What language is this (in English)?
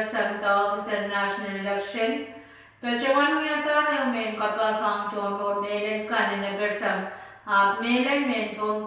Pohnpeian